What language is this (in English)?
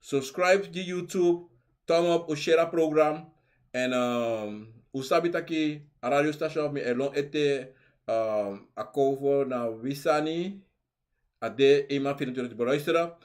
Sranan Tongo